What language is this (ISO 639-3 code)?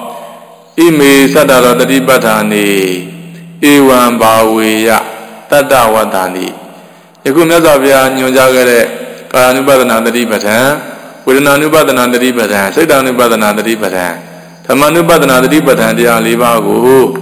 mya